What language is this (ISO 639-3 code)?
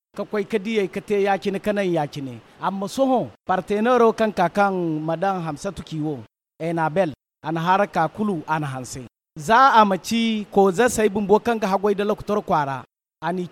dje